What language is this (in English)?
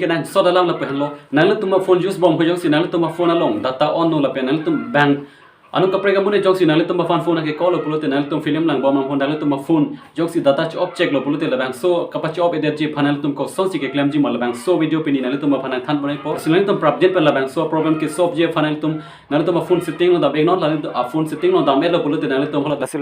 Karbi